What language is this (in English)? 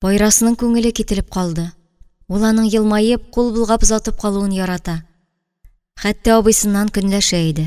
Tatar